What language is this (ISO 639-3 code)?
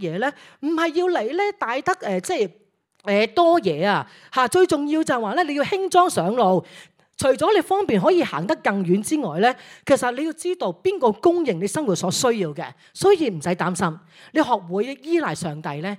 yue